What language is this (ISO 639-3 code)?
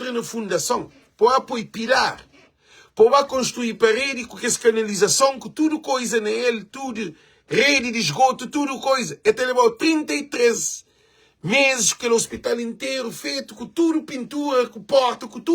kea